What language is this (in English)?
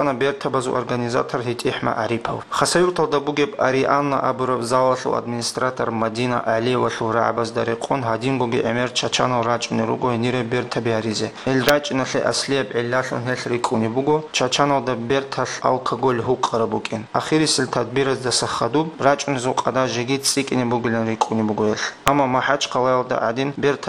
Avaric